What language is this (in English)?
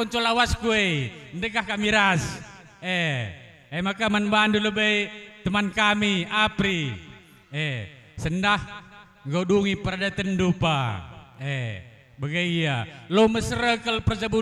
Batak Karo